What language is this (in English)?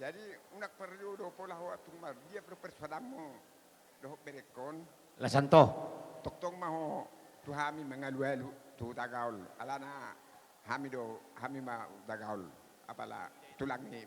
Batak Toba